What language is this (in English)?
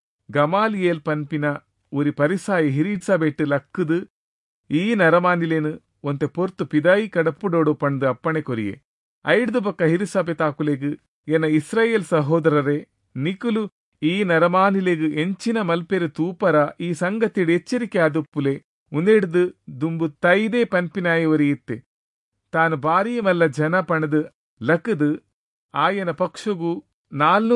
Tulu